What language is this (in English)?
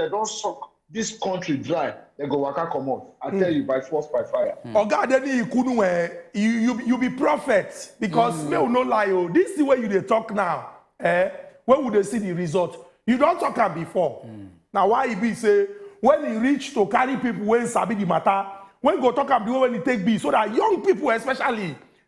Nigerian Pidgin